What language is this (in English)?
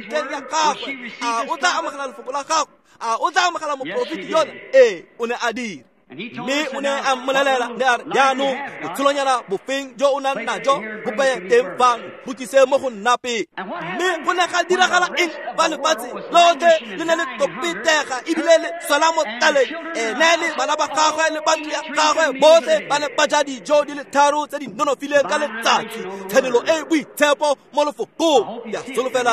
Tswana